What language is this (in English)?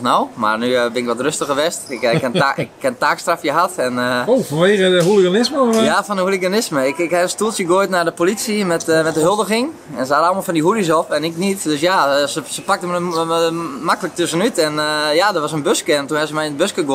Western Frisian